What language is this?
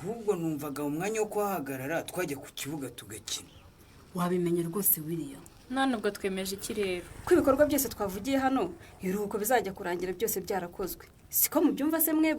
Kinyarwanda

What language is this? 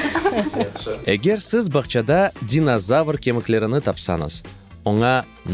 Crimean Tatar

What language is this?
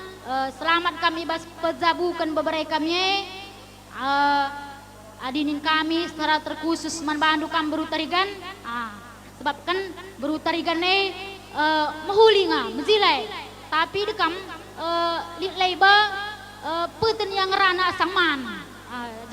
Batak Karo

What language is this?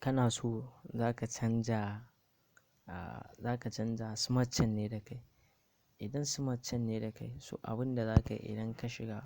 Hausa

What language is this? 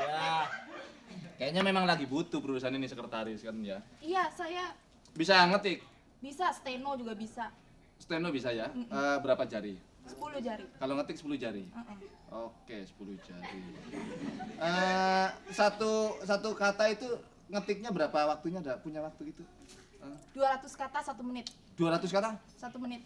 Betawi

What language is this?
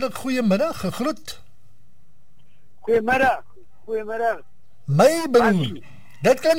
Afrikaans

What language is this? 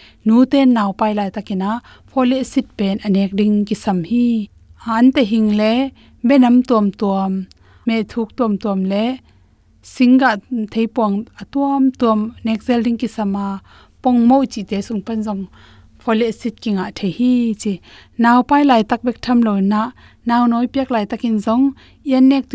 Tedim Chin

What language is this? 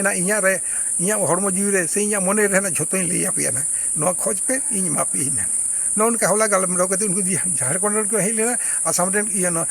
Santali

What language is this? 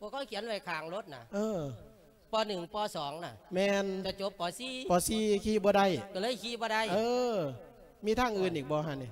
Lao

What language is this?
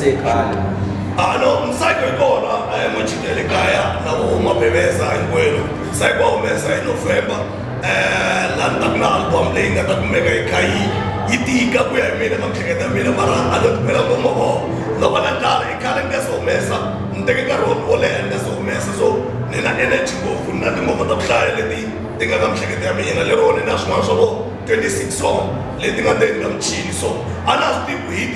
Tsonga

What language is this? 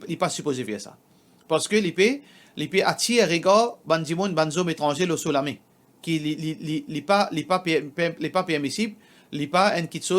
Morisyen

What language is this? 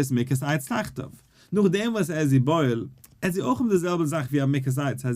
Yiddish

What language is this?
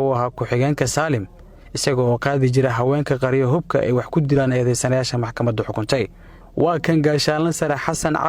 Somali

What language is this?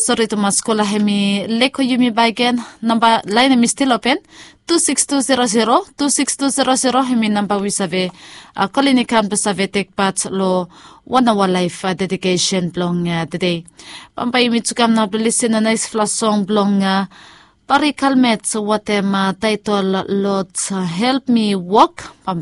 Bislama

